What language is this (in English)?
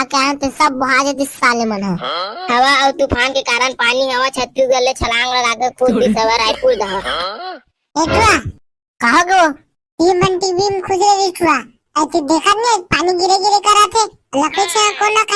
Chhattisgarhi